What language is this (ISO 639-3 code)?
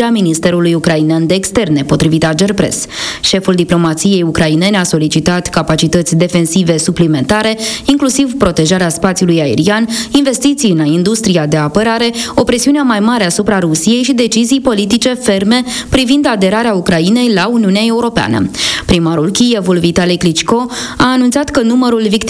ron